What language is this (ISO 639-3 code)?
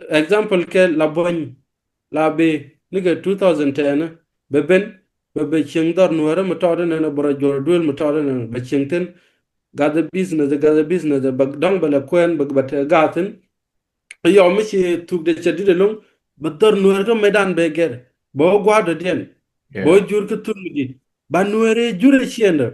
nus